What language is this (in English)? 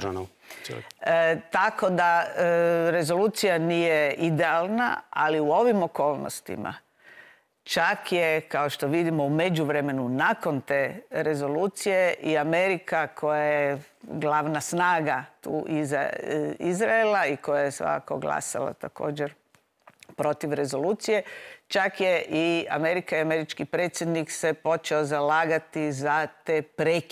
Croatian